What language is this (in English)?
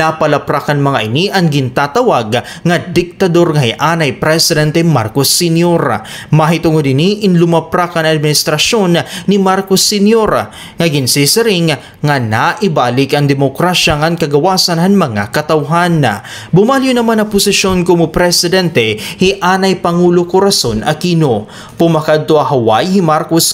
Waray